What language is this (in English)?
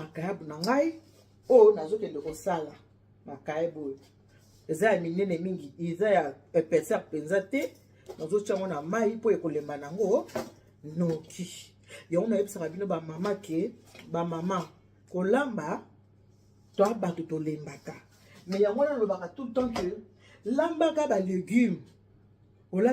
Lingala